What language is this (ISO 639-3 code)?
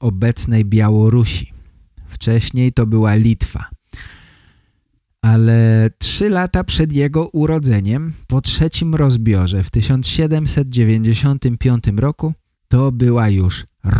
pol